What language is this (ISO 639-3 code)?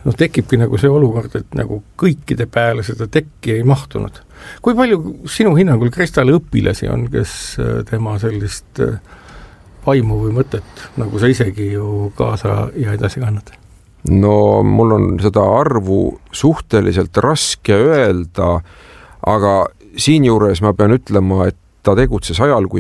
est